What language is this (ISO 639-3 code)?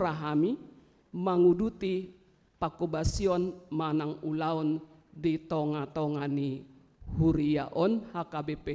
bbc